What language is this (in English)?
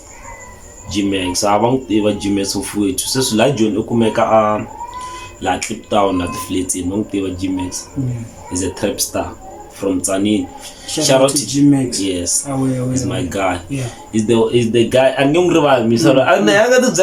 Tsonga